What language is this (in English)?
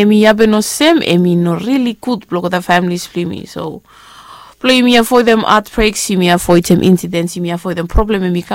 Bislama